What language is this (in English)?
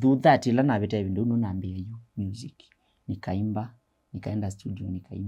Kamba